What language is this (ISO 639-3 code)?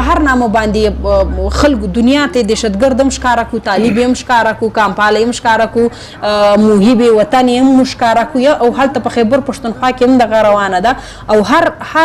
pus